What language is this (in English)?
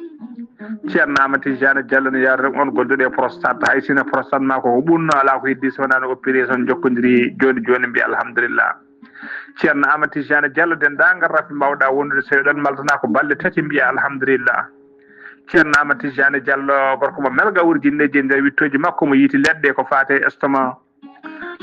Fula